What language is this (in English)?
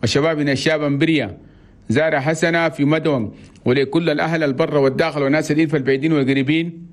Chadian Arabic